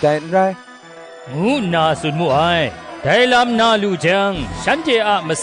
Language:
Kachin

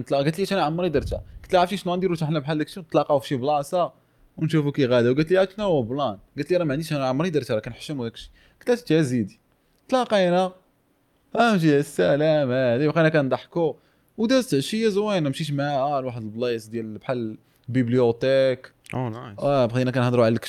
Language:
Moroccan Arabic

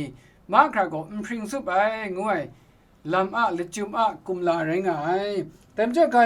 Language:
Kachin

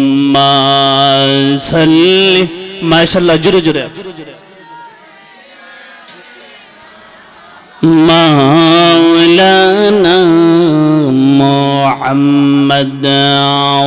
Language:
Bangla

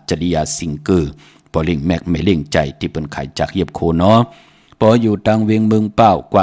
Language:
Shan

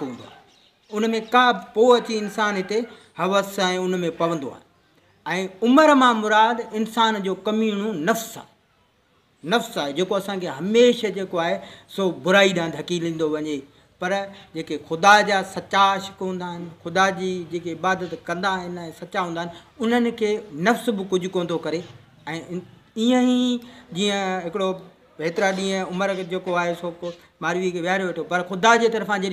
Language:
Sindhi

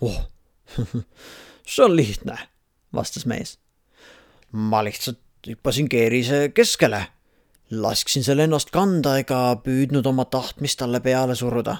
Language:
Estonian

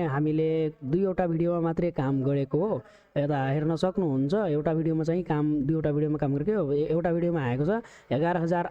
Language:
Nepali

